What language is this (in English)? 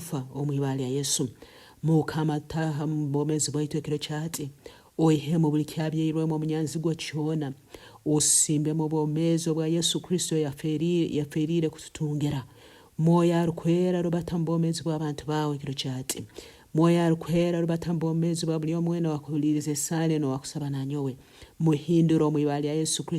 Nyoro